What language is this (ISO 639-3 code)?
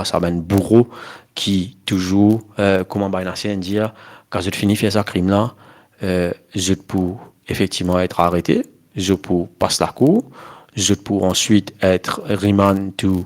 mfe